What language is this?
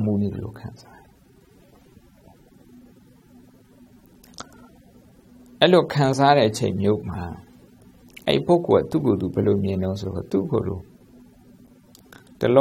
Burmese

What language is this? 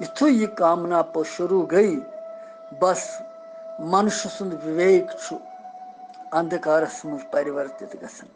Kashmiri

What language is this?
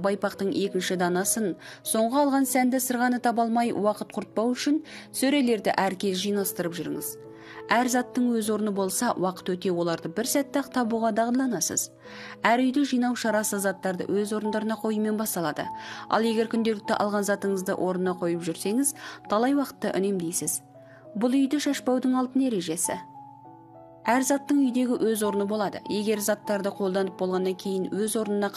Kazakh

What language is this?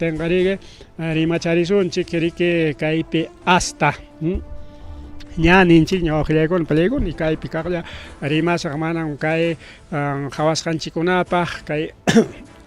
Ayacucho Quechua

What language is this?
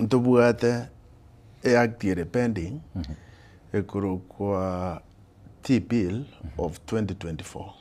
Gusii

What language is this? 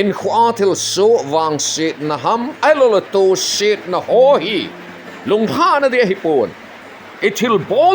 Thado Chin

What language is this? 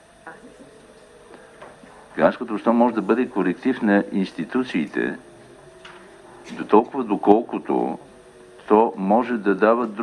Bulgarian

